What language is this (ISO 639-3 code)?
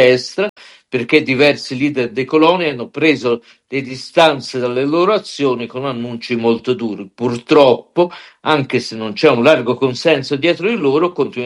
ita